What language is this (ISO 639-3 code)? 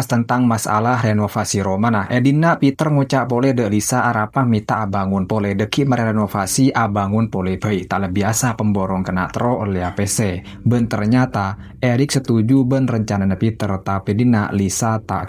mad